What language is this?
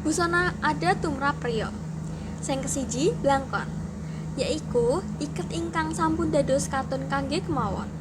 Javanese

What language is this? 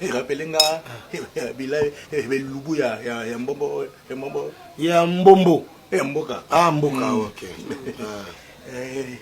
Lingala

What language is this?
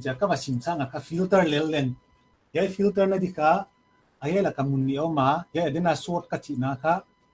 Paite Chin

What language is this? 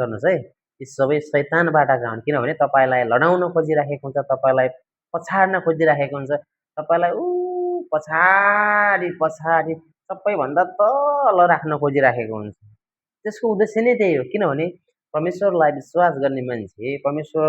Nepali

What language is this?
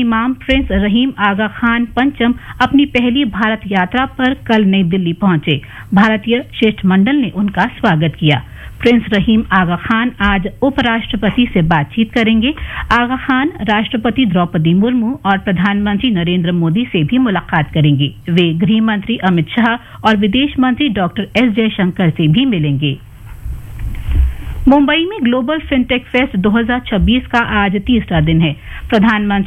Hindi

